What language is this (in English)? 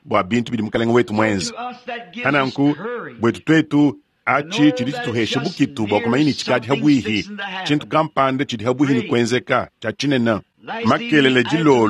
Luba-Lulua